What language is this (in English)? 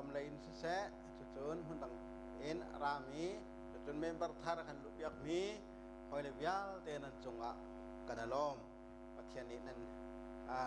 Hakha Chin